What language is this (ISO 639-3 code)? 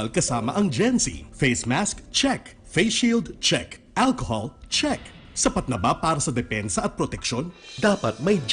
bik